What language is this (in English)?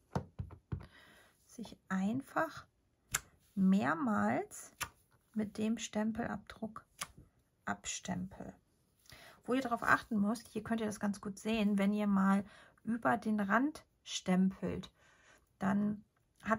German